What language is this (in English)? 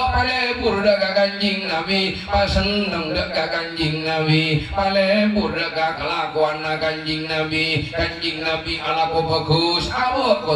Madurese